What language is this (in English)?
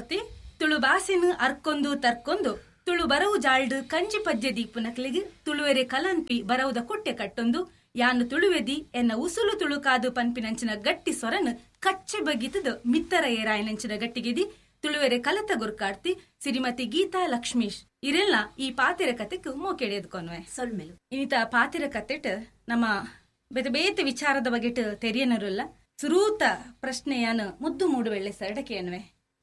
Tulu